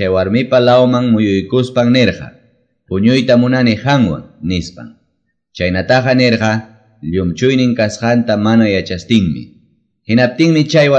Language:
Quechua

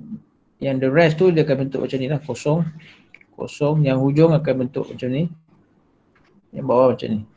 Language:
Malay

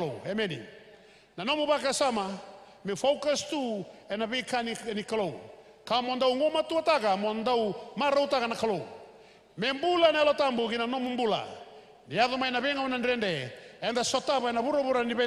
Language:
Fijian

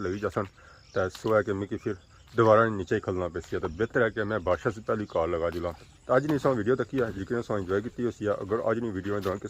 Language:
Pahari-Potwari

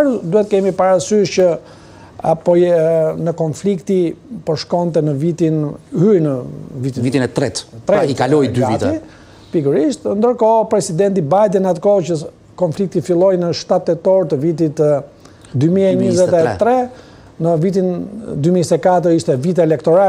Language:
Albanian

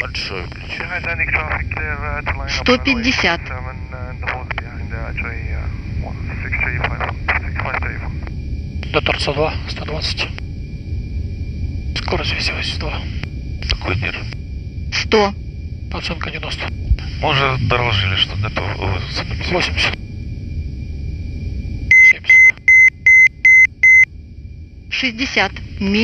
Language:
Russian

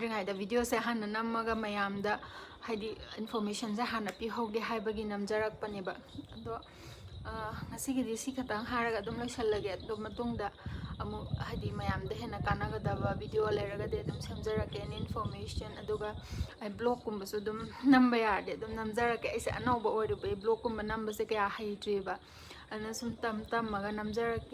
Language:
Manipuri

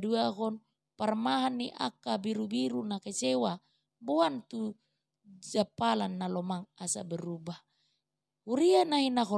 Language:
Batak Toba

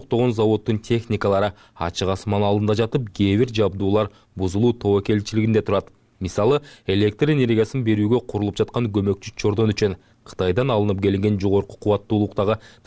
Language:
Kyrgyz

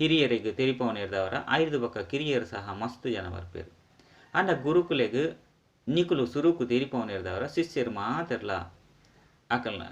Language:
Tulu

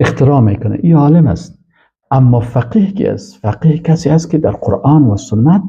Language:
Persian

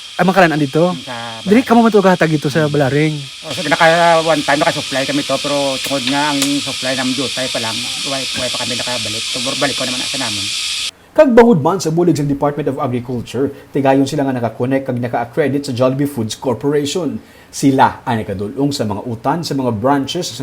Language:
Hiligaynon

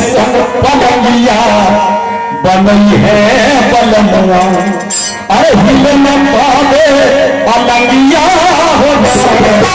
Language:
Bhojpuri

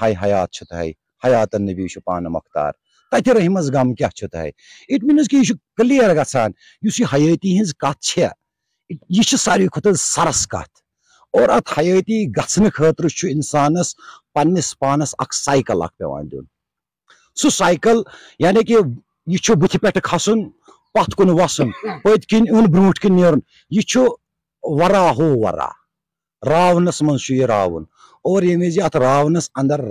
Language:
Kashmiri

